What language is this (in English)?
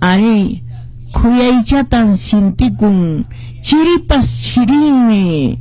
Quechua